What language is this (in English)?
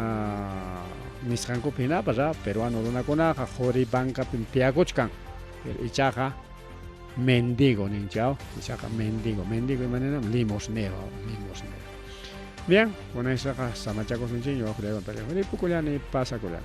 Ayacucho Quechua